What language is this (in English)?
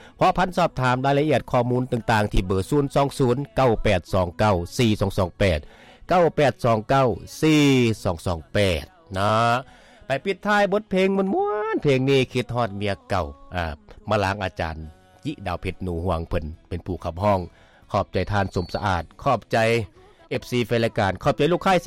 Lao